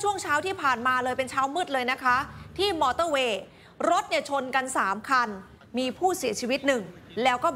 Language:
Thai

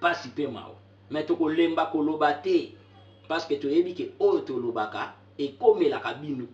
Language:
Lingala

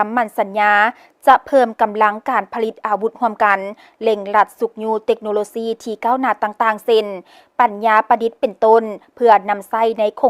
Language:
Lao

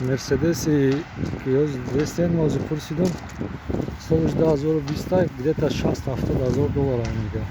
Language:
Tajik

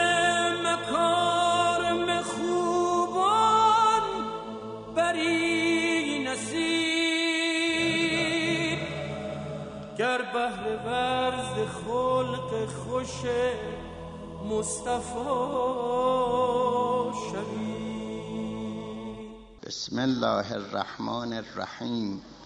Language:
Persian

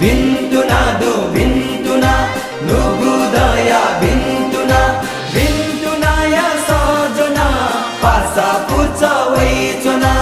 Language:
Newari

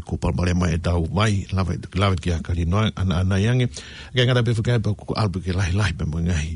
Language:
Tongan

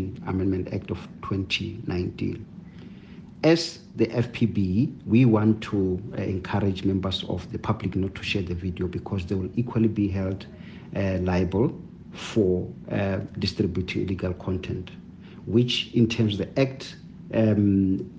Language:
English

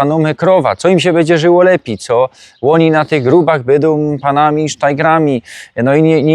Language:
Silesian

